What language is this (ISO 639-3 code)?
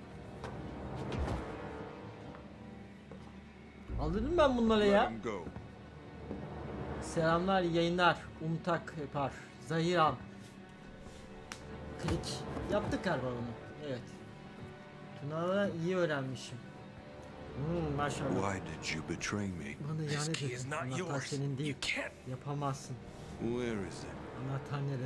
tur